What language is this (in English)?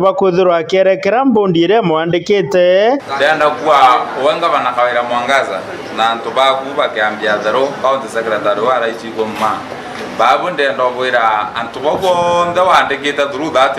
Meru